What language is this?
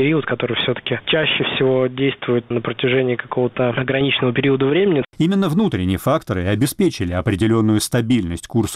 Russian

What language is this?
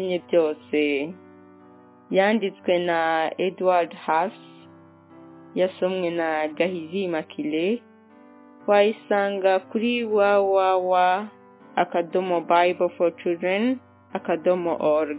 Kinyarwanda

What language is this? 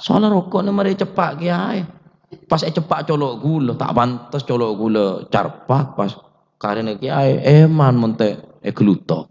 Madurese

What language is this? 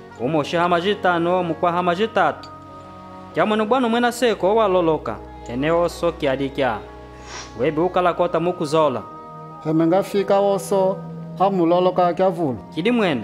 Kimbundu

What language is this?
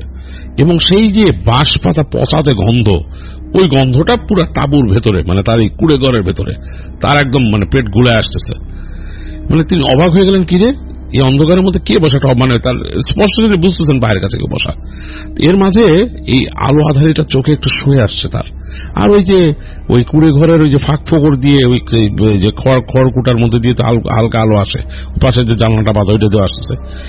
Bangla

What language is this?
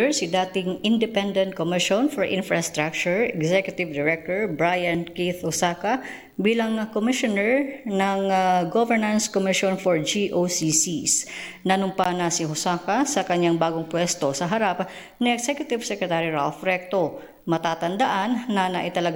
Filipino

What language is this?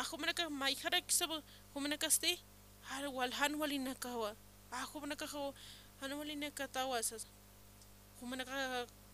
Aymara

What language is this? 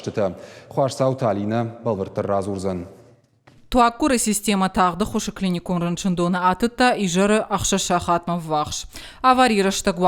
Ossetic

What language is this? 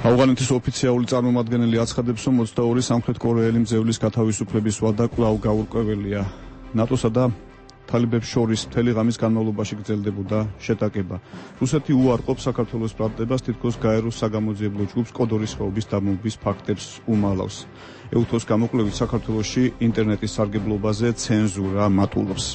Georgian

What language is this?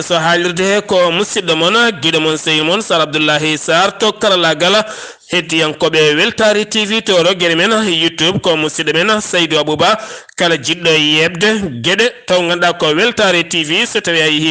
Fula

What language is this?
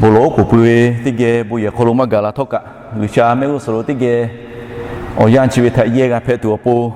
Lahu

